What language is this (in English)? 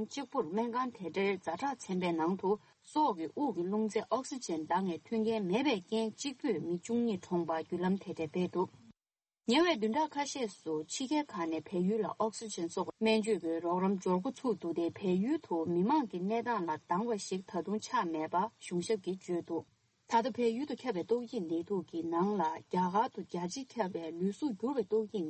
Tibetan